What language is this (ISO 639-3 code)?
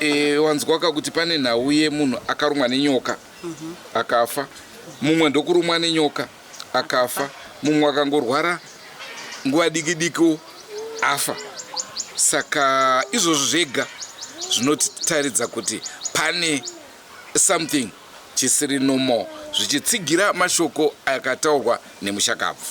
sna